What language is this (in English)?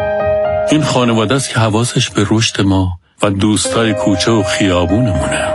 Persian